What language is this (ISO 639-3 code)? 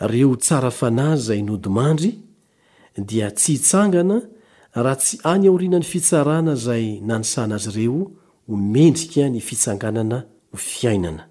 mlg